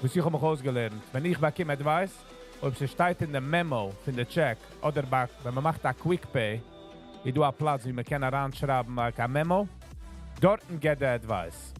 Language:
Yiddish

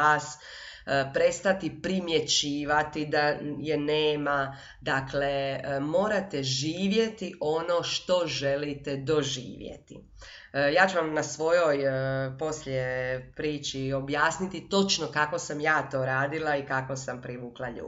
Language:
Croatian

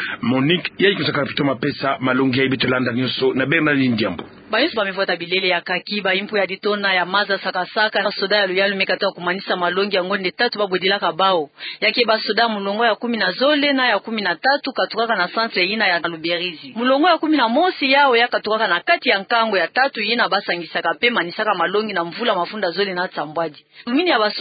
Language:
Kituba (Democratic Republic of Congo)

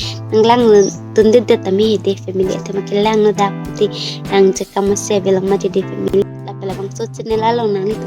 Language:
Karbi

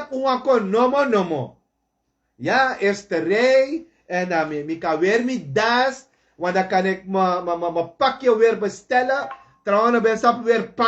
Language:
Sranan Tongo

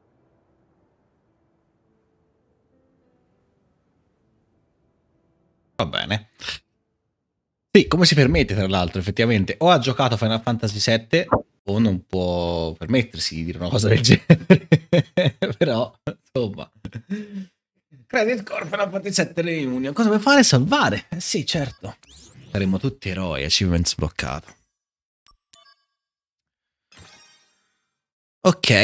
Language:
Italian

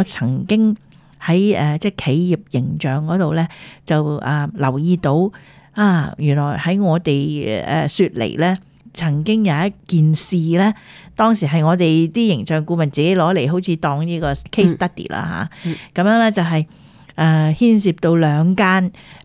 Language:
Cantonese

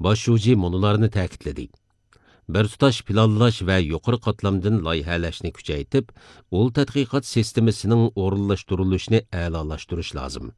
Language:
Uyghur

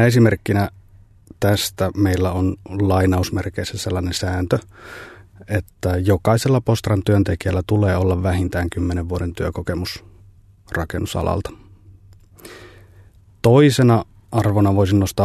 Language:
Finnish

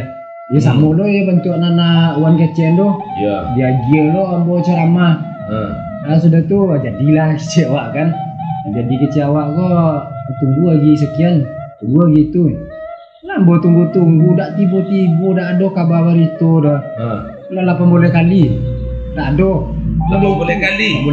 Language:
Minangkabau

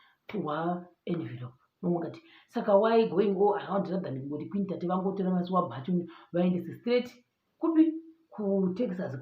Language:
Shona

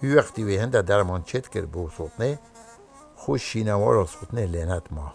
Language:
Kurdish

